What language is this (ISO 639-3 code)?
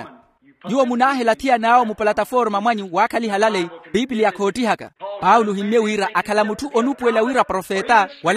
vmw